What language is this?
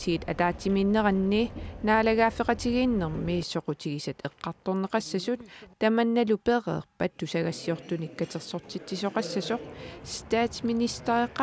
Kalaallisut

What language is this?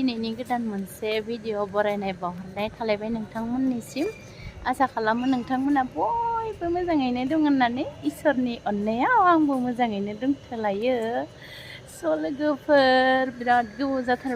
Bodo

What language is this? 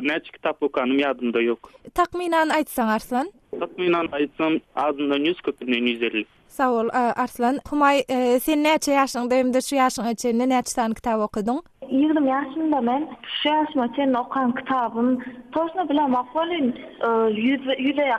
Turkmen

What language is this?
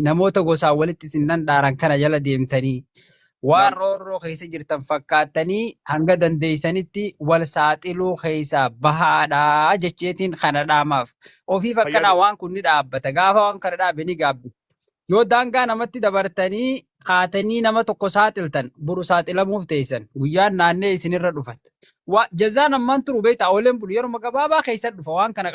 Oromo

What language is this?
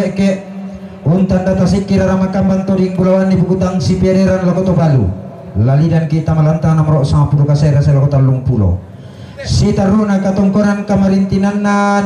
Toraja-Sa'dan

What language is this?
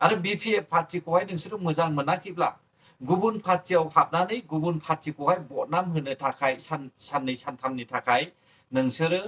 Bodo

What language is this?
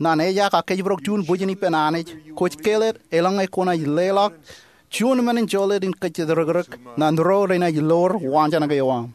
Marshallese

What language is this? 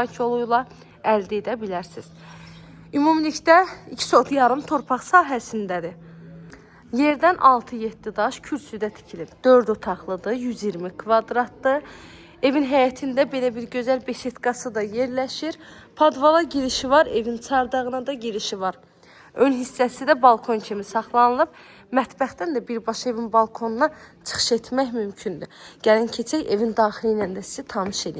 Azerbaijani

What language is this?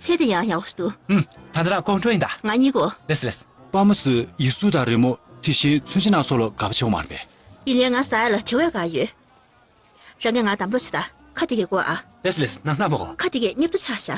Tibetan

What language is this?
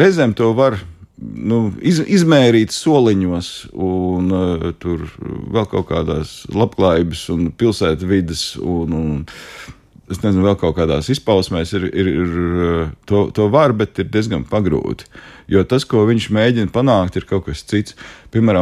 Latvian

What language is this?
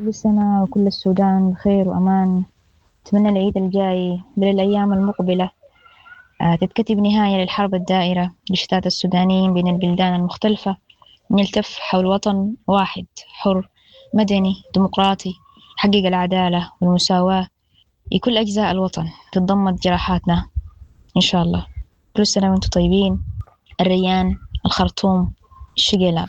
Sudanese Arabic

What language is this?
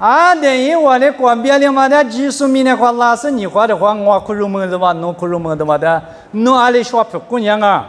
Lisu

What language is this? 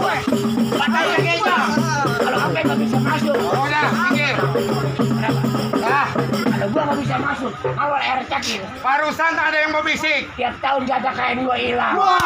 Betawi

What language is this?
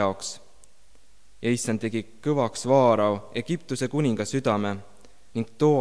Estonian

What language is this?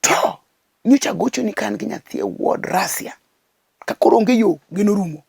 Luo (Kenya and Tanzania)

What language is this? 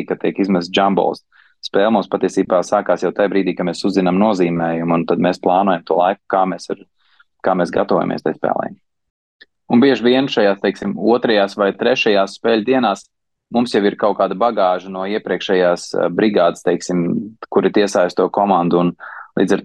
Latvian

